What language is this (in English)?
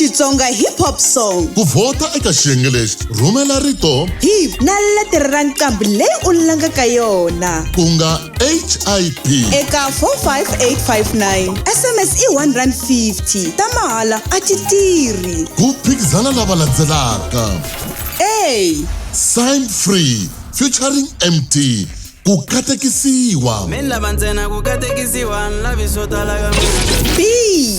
Tsonga